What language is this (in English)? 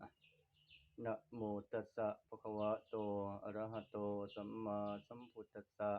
Northeastern Thai